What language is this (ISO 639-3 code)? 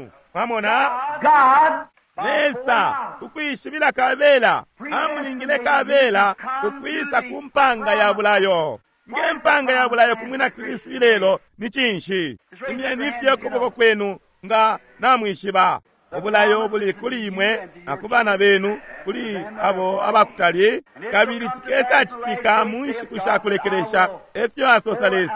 bem